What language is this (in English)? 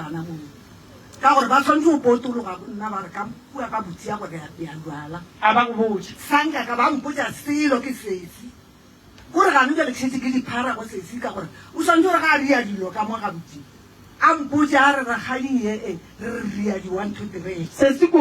Northern Sotho